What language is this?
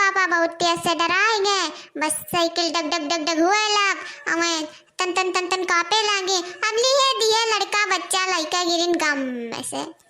Awadhi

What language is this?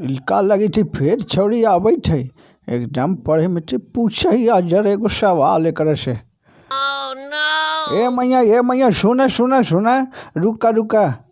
Magahi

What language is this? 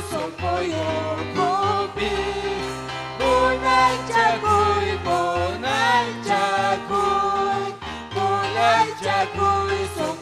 Ayacucho Quechua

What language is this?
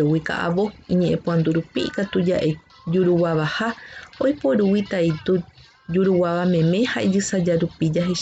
Guarani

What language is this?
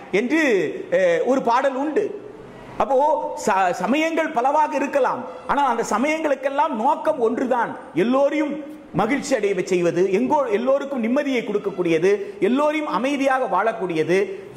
Tamil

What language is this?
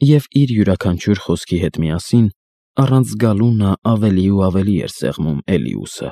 Armenian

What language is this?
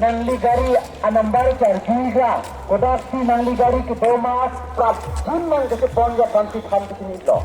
Karbi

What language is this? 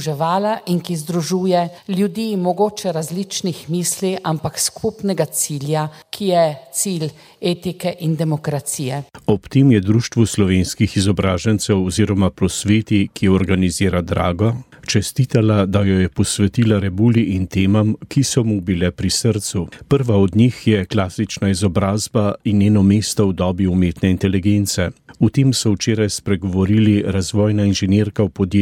Slovenian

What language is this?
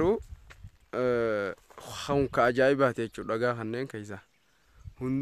Oromo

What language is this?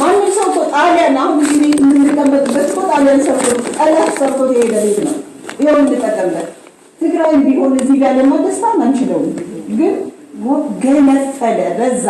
Amharic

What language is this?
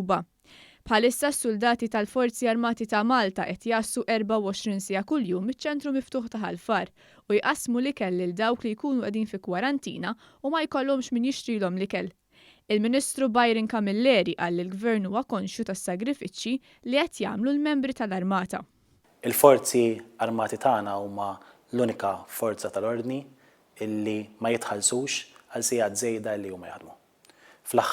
Maltese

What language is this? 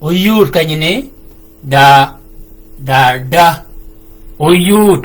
Shilluk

